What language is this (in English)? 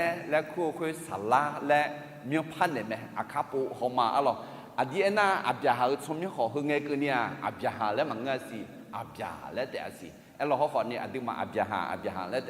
Akha